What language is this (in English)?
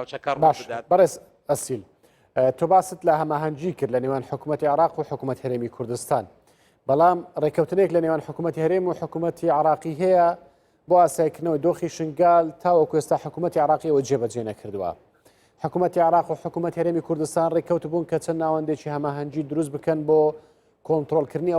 Central Kurdish